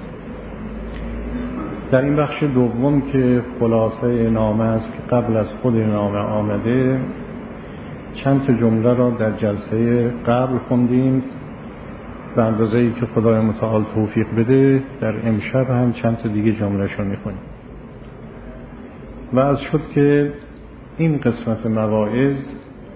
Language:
Persian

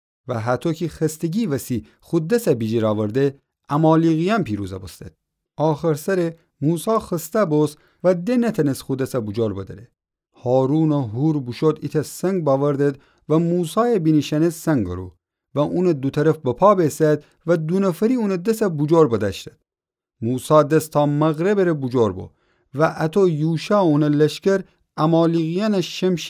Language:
Gilaki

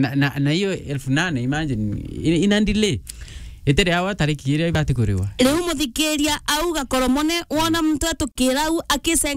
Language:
Meru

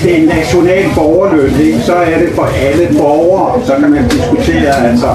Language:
Danish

